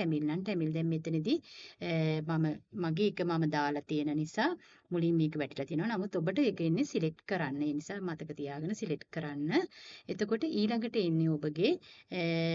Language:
Sinhala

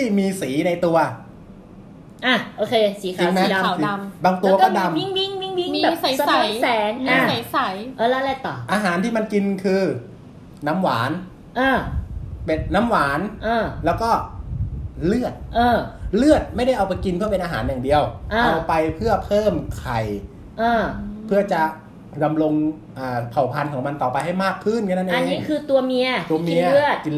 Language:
Thai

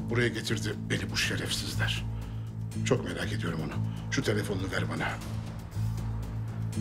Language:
Turkish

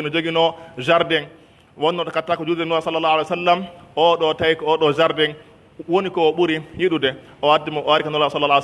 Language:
Pular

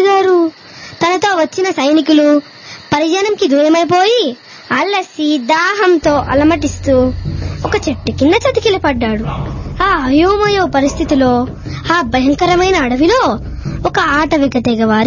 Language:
Telugu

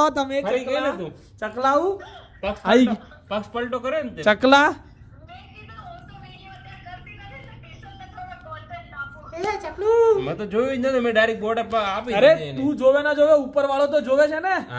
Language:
Gujarati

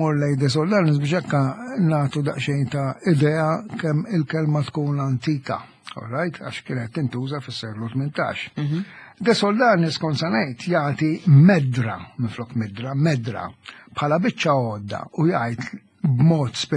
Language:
Maltese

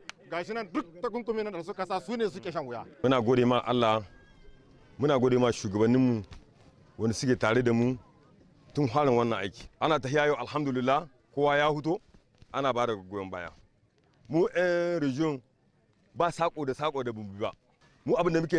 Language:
Hausa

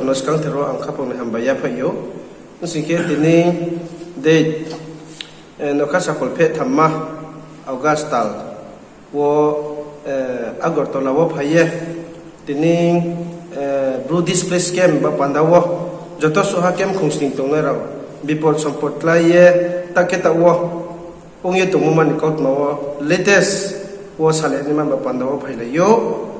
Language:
Riang (India)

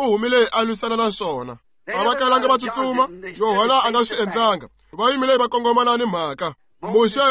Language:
Tsonga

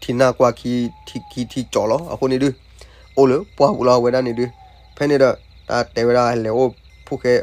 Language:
S'gaw Karen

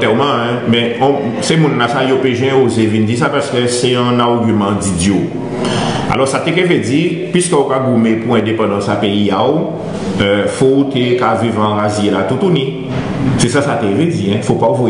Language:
Guadeloupean Creole French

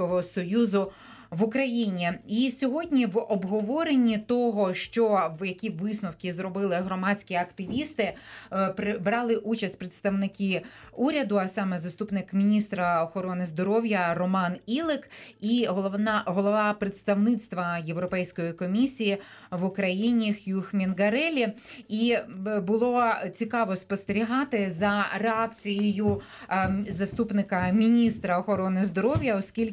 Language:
Ukrainian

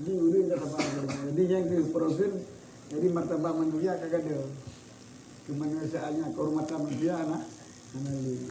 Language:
Achinese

